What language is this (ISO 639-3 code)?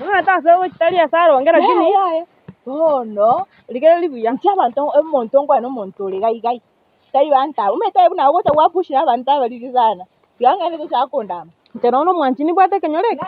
guz